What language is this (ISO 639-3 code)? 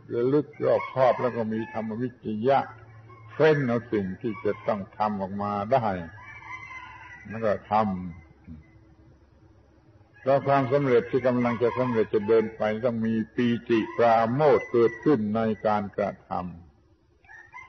tha